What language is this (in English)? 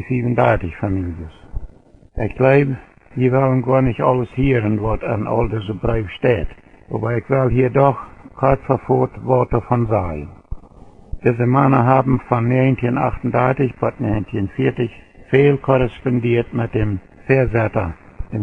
Plautdietsch